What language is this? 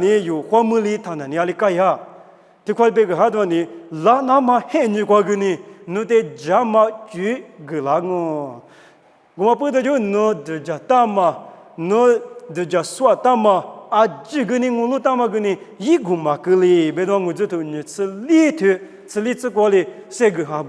Lisu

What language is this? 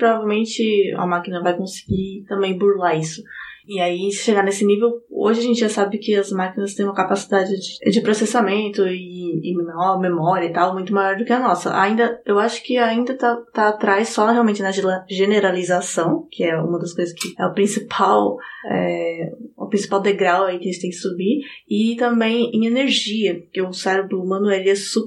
Portuguese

